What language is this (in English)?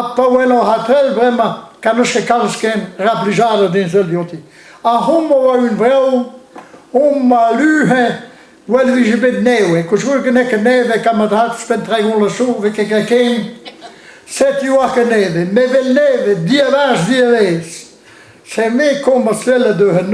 Breton